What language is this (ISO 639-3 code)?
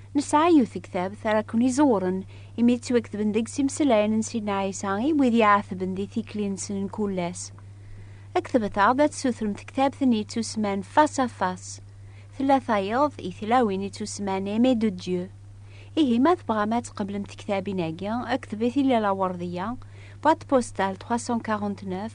kab